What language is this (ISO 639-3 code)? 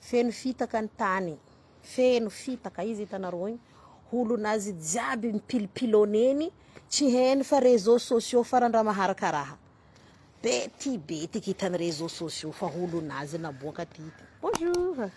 mlg